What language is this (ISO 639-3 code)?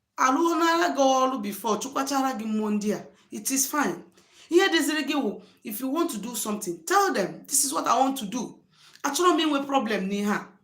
ibo